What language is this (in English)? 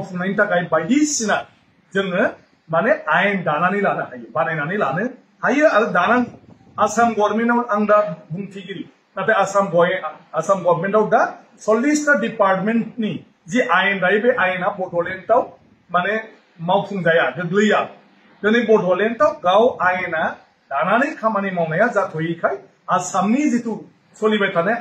Bodo